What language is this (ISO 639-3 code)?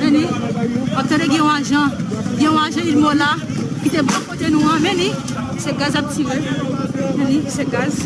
hat